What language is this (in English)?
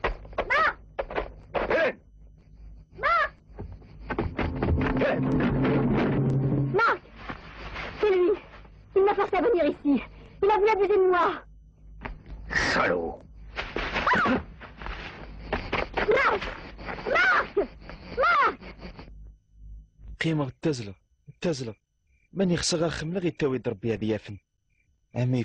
Kabyle